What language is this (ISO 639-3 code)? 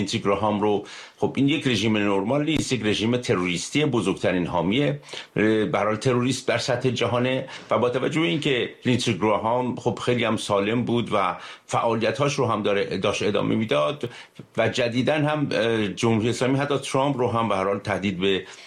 fas